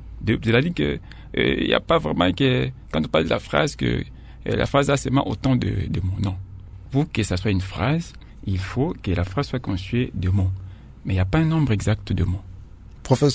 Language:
French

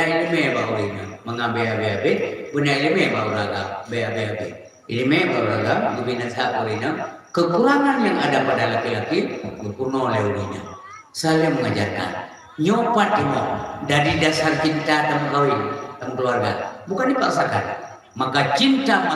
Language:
Achinese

